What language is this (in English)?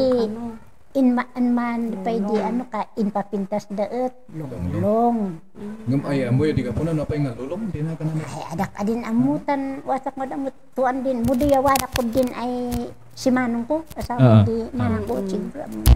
Kankanaey